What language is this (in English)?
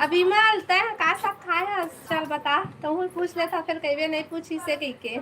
Chhattisgarhi